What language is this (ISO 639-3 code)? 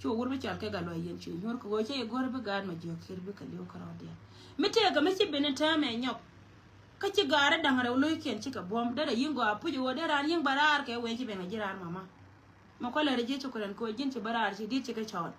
nus